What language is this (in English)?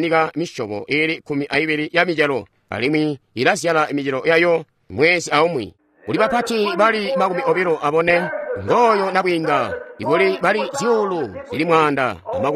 Tonga (Zambia)